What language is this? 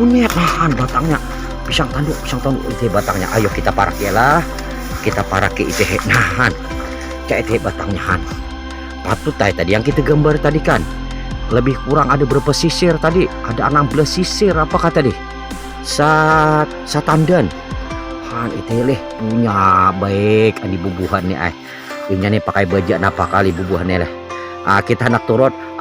Banjar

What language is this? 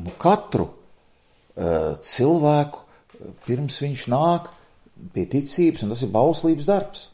Latvian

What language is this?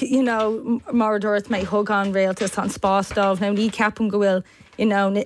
Irish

